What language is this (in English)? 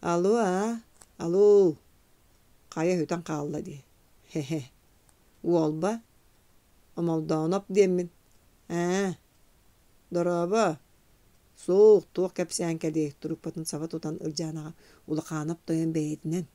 Yakut